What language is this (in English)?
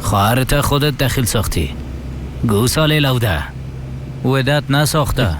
Persian